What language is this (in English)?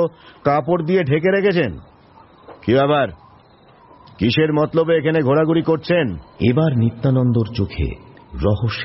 Bangla